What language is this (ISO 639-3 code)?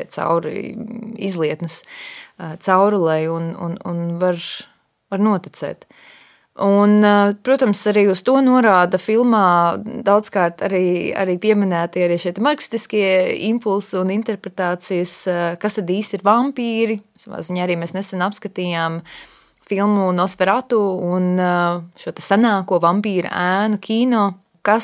lav